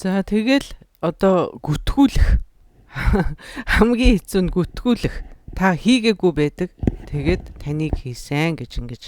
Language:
Mongolian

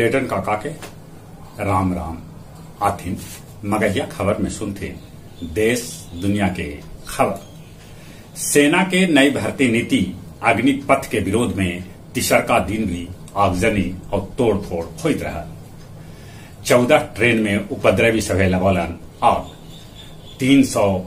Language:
Magahi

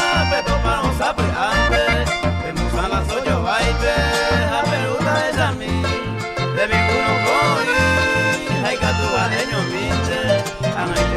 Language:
Guarani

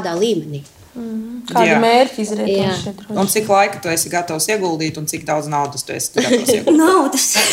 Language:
Latvian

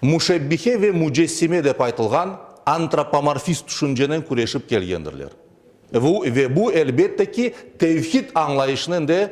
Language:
Crimean Tatar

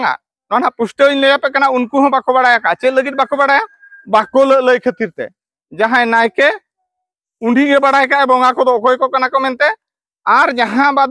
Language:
Santali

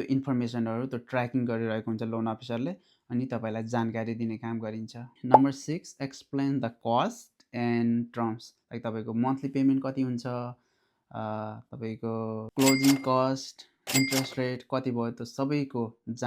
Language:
Nepali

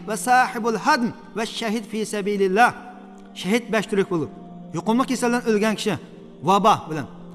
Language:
Uyghur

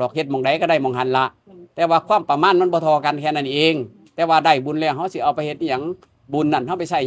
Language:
Northeastern Thai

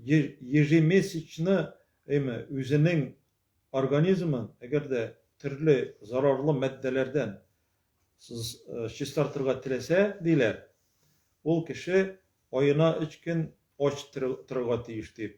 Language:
Tatar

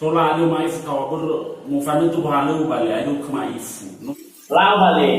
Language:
Nias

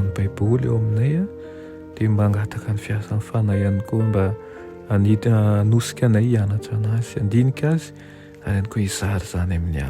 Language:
Malagasy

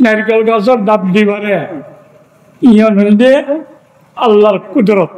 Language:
Rohingya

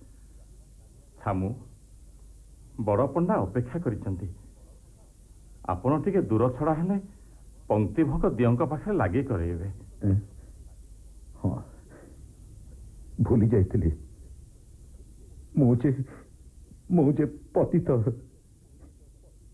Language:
Odia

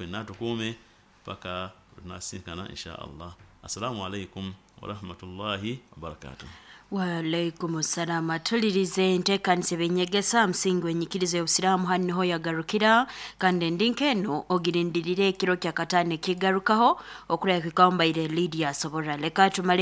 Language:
Nyoro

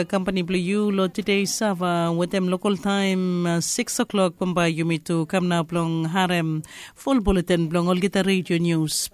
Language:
Bislama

